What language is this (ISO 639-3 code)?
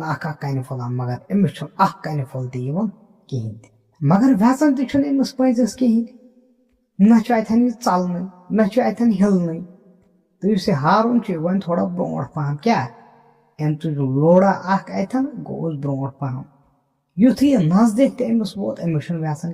kas